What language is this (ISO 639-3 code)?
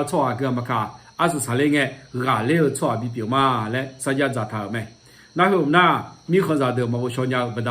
ahk